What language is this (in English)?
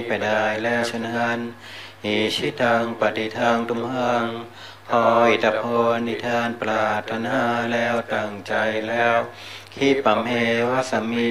Thai